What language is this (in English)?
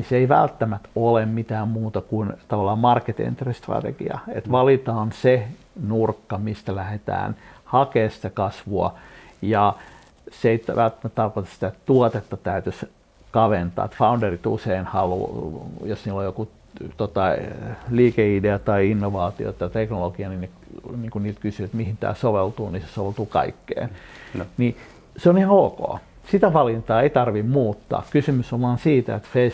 Finnish